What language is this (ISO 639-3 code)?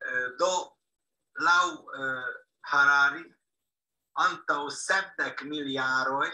epo